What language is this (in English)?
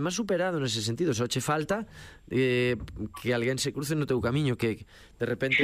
Galician